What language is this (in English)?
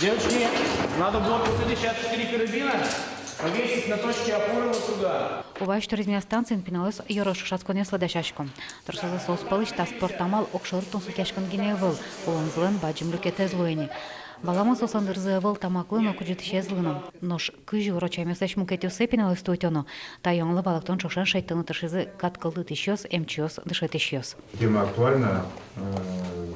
Udmurt